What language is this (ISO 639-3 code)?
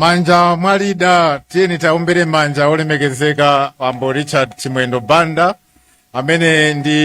nya